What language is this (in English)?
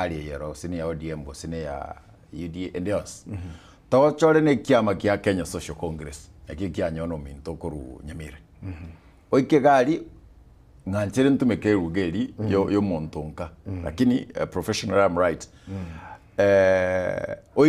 Gusii